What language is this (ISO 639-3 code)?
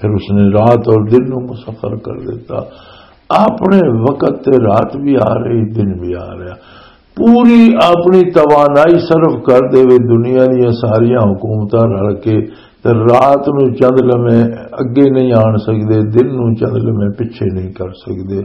lah